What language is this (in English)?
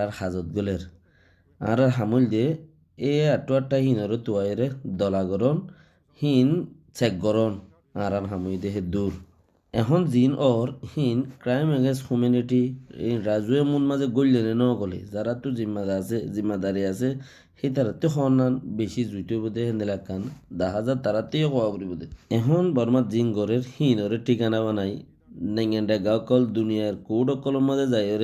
Rohingya